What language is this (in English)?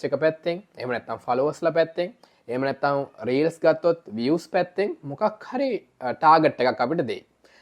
Sinhala